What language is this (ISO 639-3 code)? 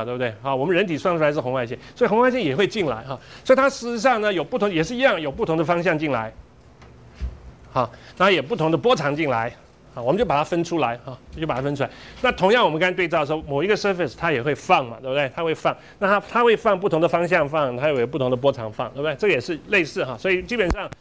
zho